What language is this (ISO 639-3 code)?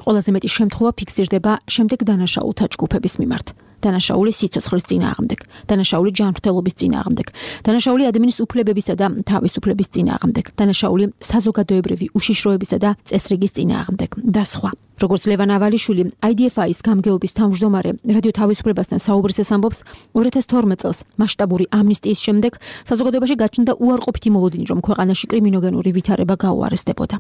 kat